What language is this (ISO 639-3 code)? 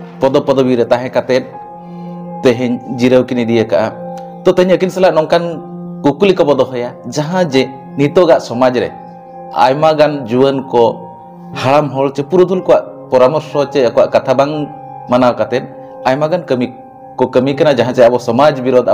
sat